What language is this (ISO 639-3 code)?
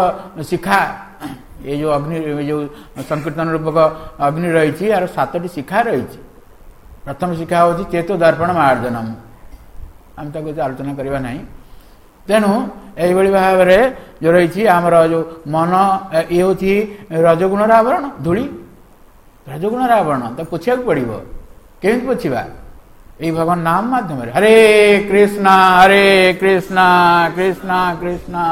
ori